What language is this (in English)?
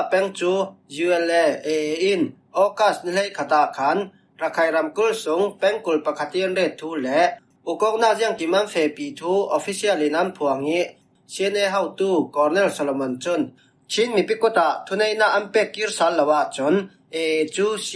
Falam Chin